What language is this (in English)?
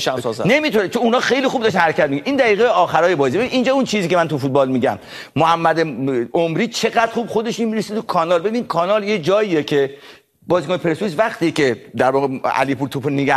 Persian